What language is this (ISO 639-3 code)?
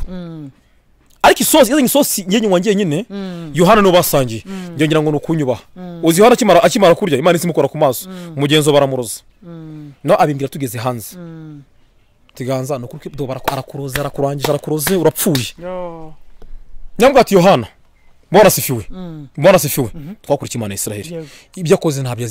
kin